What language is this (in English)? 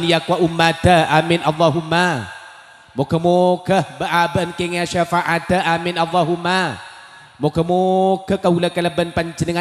Madurese